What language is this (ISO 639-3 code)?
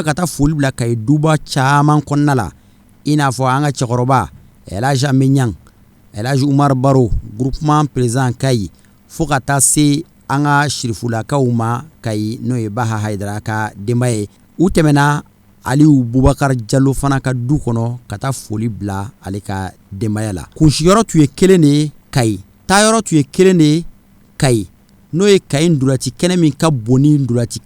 bam